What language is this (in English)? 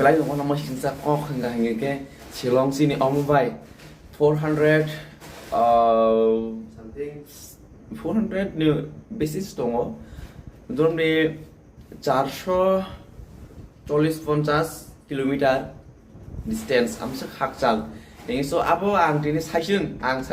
Kok Borok